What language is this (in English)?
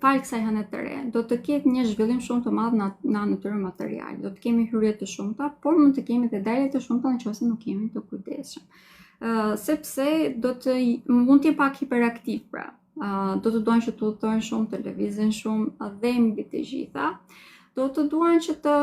Albanian